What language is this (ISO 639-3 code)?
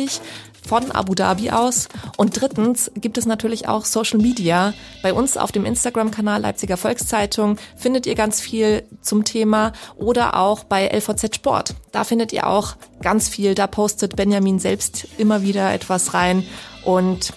deu